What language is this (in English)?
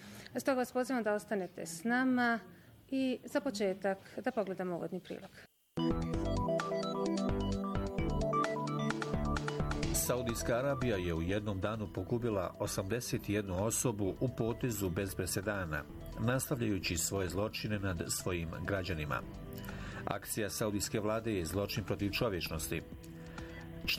Bosnian